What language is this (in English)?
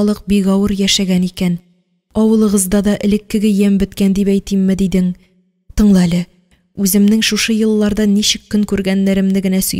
Tatar